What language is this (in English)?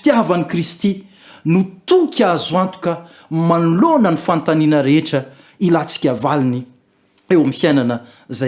Malagasy